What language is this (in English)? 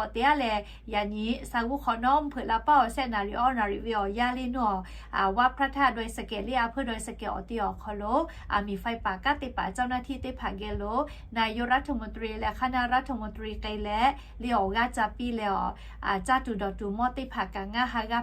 Lahu